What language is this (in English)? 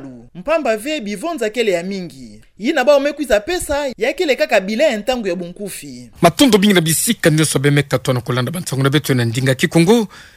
Kituba (Democratic Republic of Congo)